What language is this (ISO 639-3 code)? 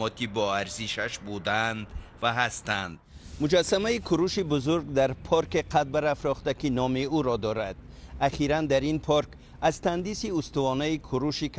fas